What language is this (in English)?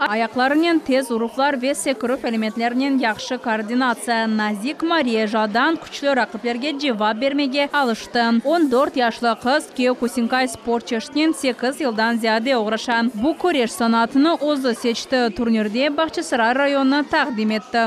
Crimean Tatar